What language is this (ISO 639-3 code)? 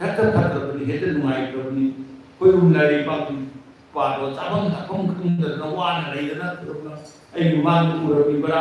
mni